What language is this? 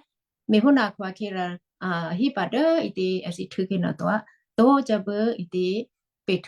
Western Kayah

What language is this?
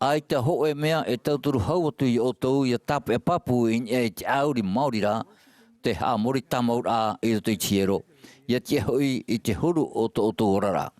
Tahitian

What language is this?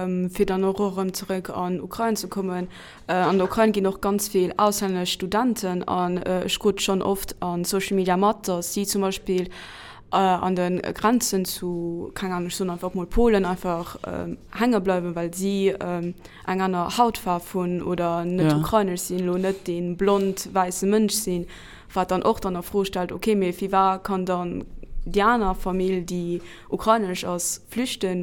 Luxembourgish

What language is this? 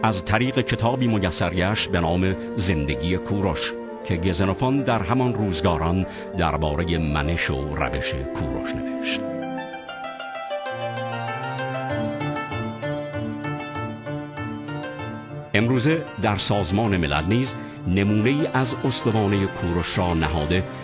Persian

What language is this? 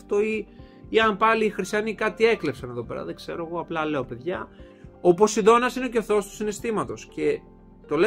Greek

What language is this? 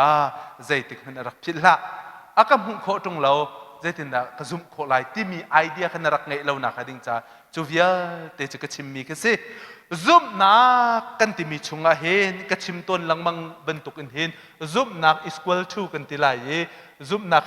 Hakha Chin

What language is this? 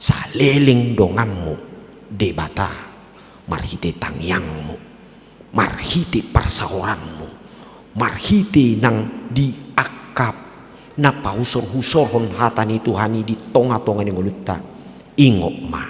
Batak Toba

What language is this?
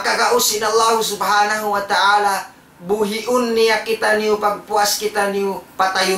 Tausug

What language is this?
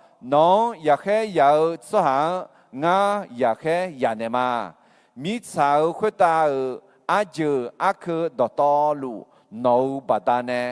Akha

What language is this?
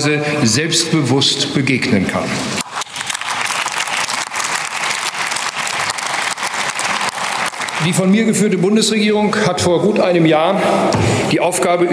German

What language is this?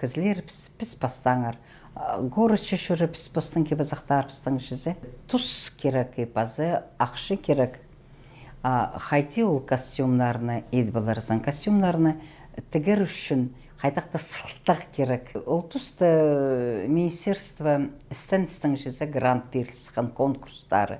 Khakas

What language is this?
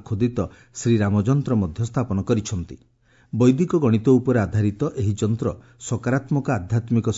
Odia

